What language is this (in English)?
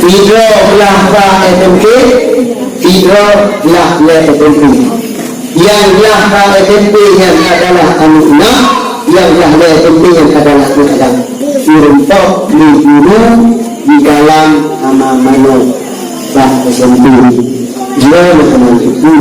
Achinese